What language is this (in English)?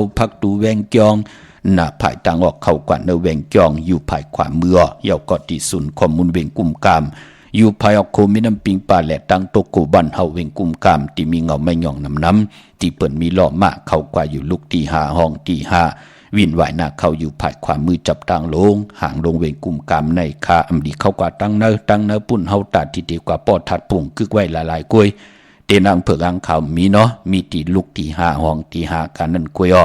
Shan